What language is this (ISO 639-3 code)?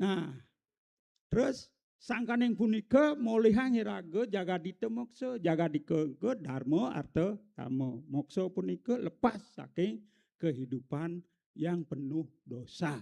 ban